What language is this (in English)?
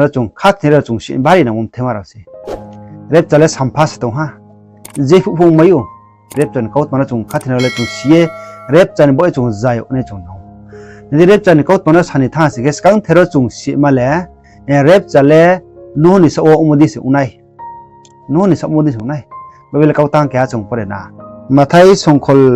Riang (India)